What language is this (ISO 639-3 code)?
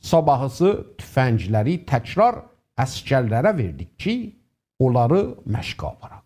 azb